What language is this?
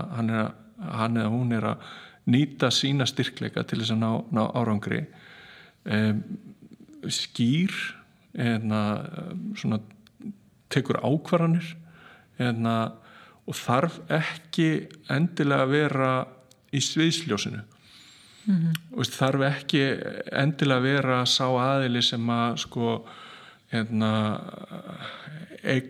Icelandic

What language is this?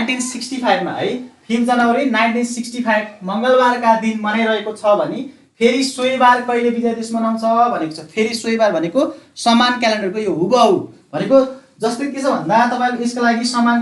Nepali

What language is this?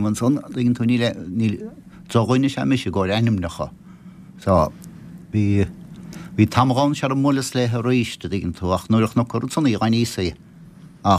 Irish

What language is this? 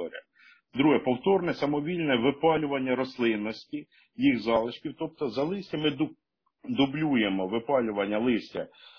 Ukrainian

